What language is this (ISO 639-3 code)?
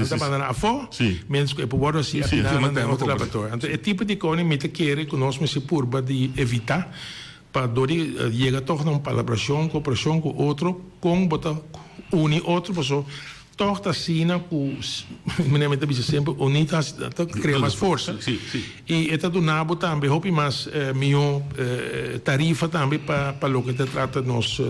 pap